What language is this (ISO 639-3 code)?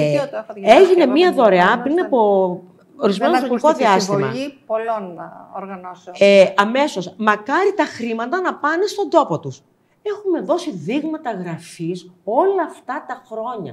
ell